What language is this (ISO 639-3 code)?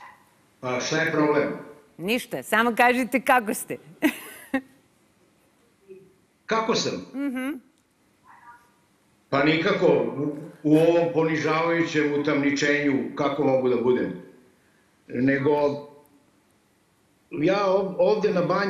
srp